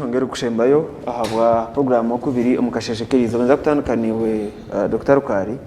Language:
Nyankole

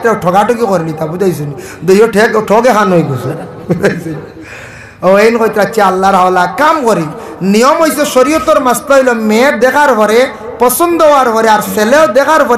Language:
Sylheti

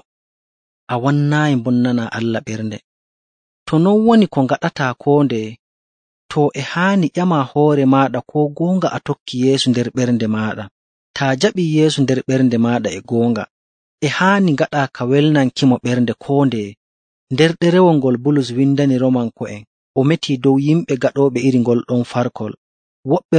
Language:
Nigerian Fulfulde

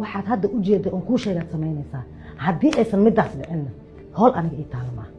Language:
Somali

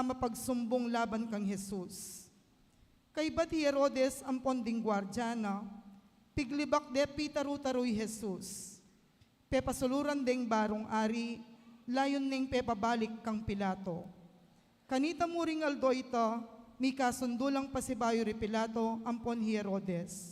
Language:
Pampanga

